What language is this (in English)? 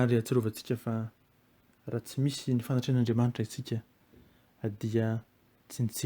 Malagasy